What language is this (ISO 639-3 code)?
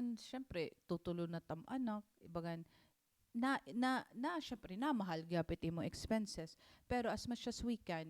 war